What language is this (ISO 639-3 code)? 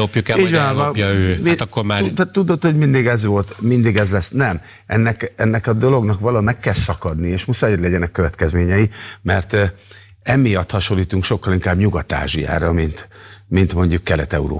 hun